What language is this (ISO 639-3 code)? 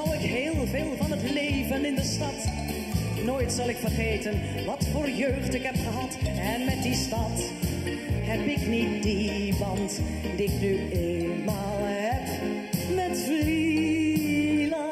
nld